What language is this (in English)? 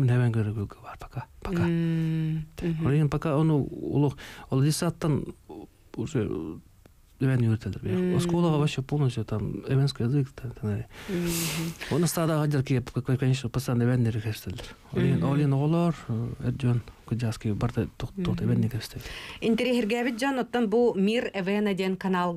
Yakut